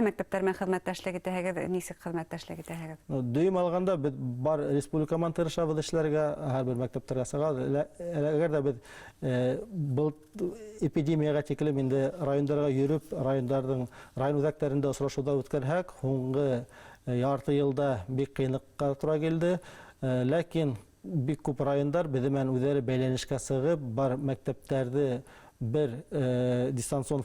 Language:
Bashkir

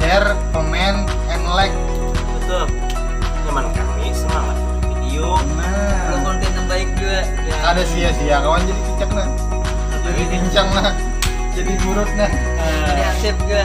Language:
Banjar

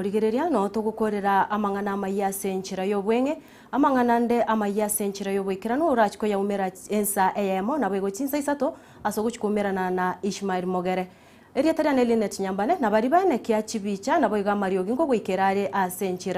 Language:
Gusii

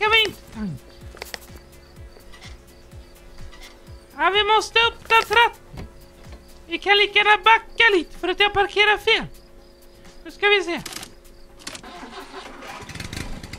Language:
Swedish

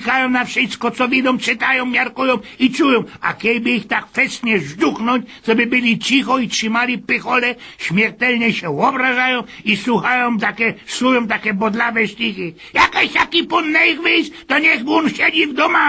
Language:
Silesian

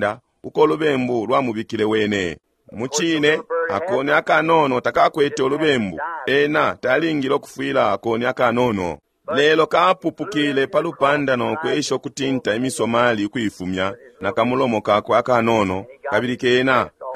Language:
Bemba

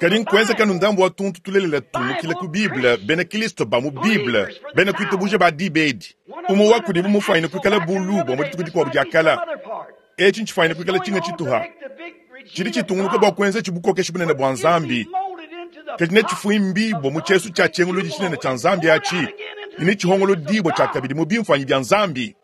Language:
Luba-Lulua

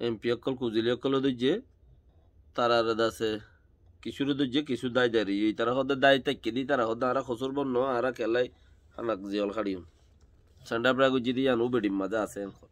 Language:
Rohingya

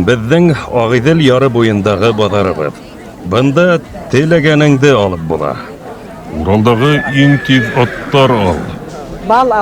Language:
Bashkir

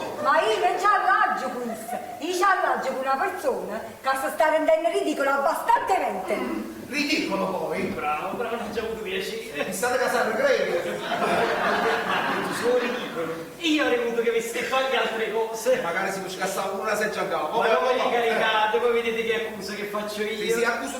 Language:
Neapolitan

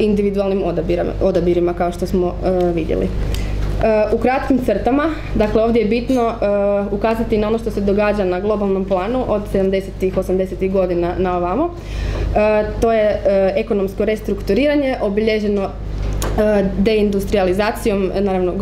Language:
Croatian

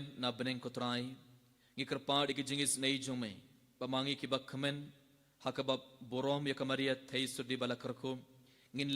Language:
Khasi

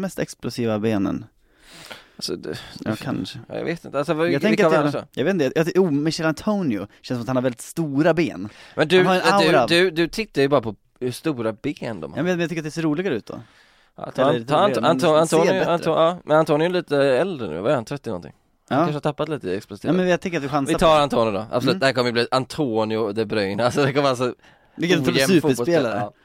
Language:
Swedish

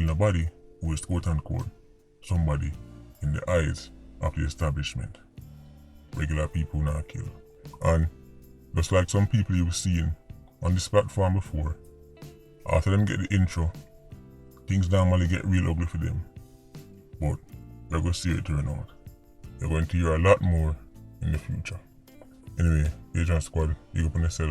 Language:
Jamaican Creole English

